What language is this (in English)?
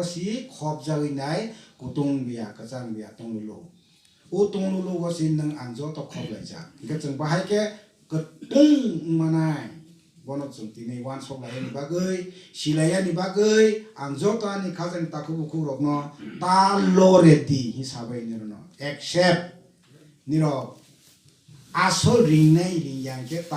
Kok Borok